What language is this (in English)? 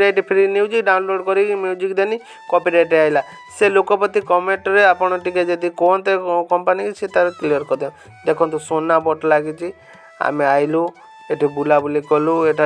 Odia